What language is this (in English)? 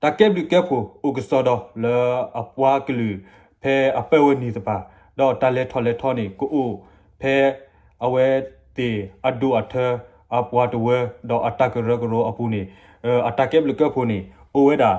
S'gaw Karen